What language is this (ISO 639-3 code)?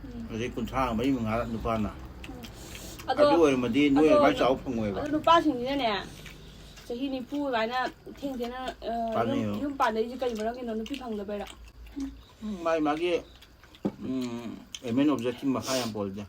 mni